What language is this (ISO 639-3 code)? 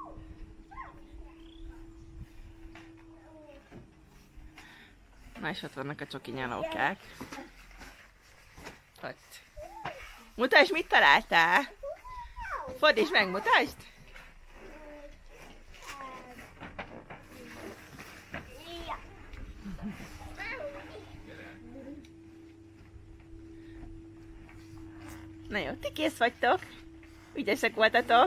hun